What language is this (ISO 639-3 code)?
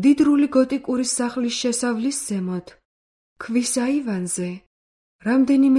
kat